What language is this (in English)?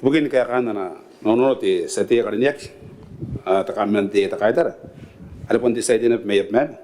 Gilbertese